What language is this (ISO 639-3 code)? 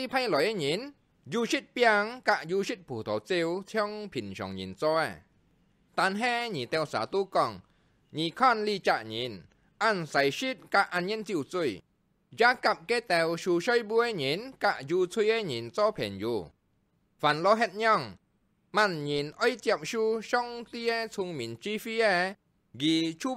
hak